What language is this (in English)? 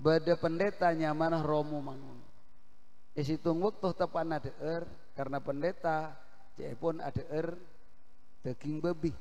Madurese